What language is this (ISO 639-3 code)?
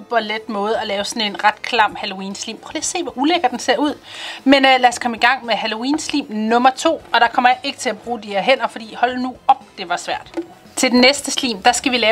dan